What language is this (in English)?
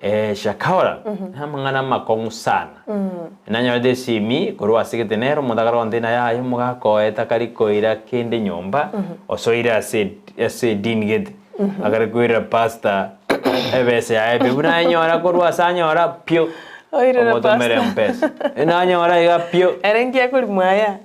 Gusii